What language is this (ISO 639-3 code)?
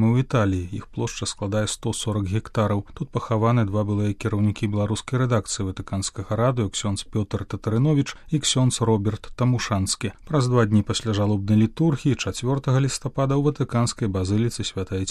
bel